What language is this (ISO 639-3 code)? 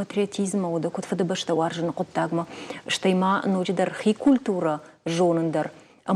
oss